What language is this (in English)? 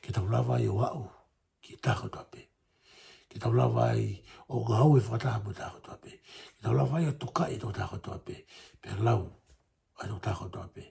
Tongan